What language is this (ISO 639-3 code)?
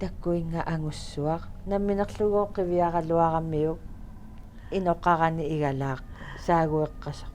kal